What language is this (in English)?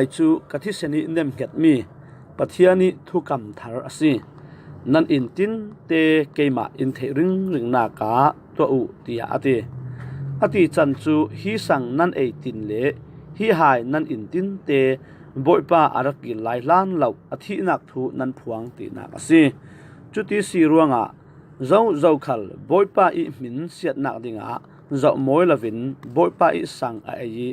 Falam Chin